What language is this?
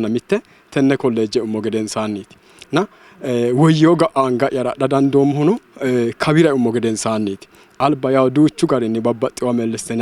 Sidamo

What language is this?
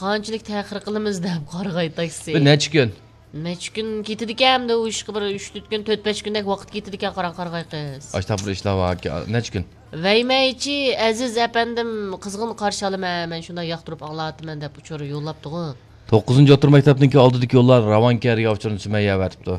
Uyghur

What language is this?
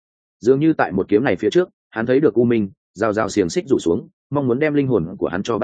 Vietnamese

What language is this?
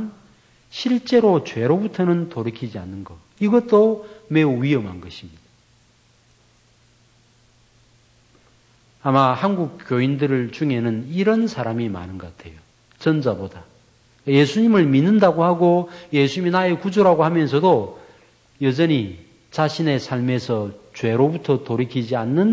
Korean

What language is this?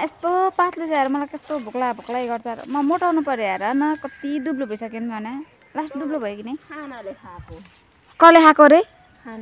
Nepali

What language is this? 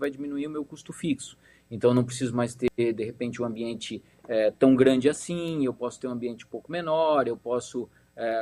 Portuguese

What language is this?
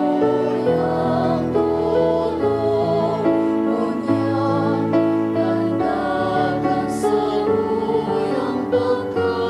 Bikol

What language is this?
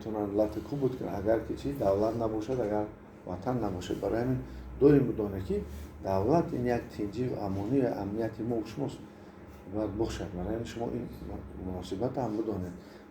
Tajik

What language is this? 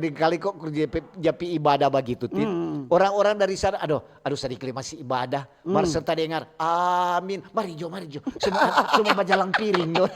Manado Malay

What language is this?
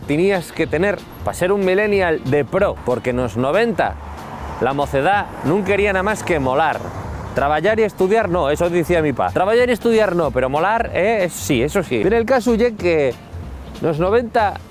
Asturian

